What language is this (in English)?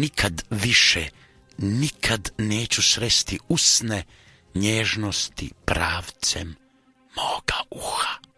Croatian